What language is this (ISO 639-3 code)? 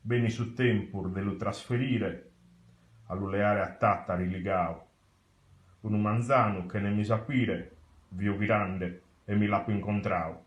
srd